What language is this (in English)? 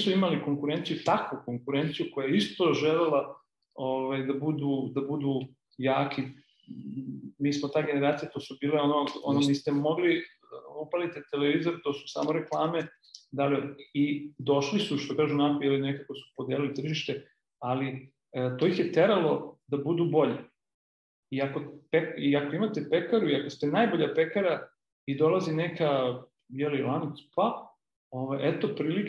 Serbian